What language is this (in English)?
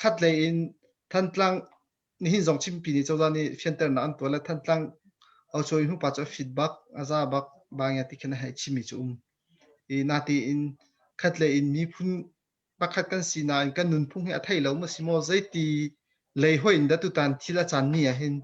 Hakha Chin